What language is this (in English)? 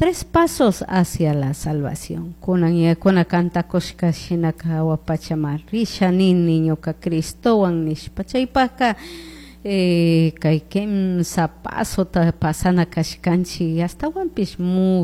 Chimborazo Highland Quichua